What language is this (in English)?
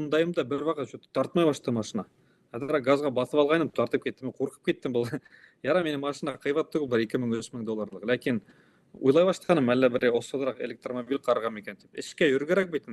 Bashkir